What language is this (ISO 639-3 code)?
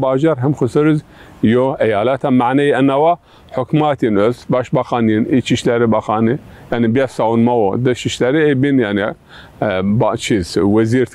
zza